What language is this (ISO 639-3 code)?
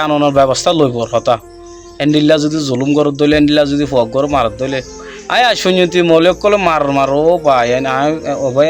rhg